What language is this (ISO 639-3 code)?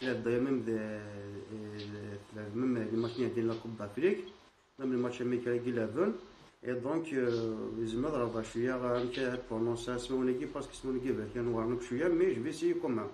kab